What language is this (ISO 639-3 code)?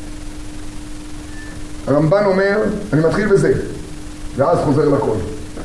heb